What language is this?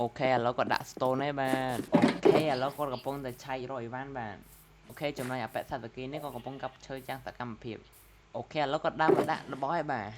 Khmer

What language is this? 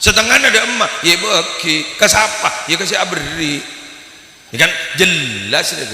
Madurese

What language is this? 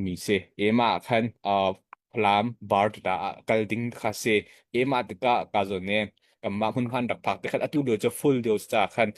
Hakha Chin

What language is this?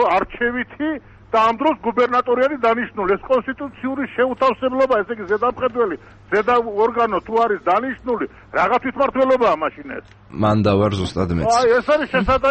Georgian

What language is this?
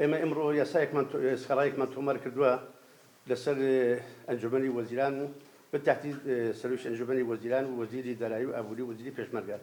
Central Kurdish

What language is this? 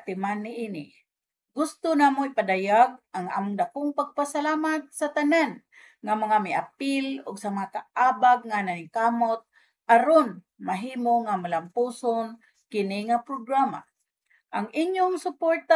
Cebuano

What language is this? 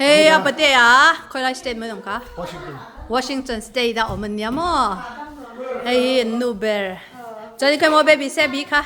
Mizo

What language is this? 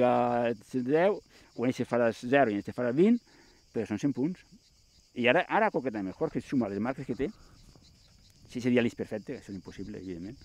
Catalan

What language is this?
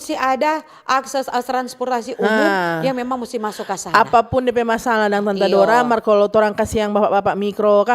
Manado Malay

